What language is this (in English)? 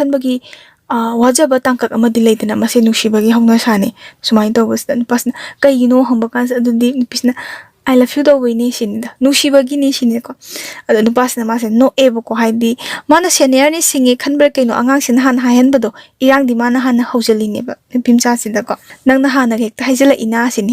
Manipuri